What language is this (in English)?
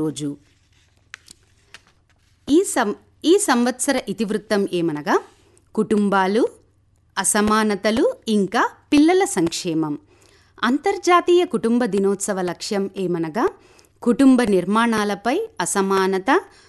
Telugu